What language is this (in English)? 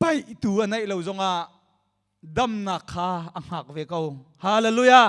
Hakha Chin